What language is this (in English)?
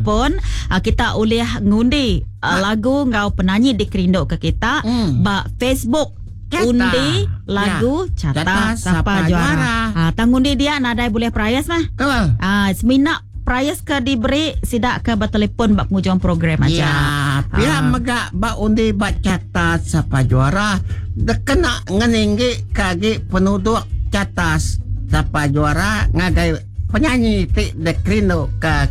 Iban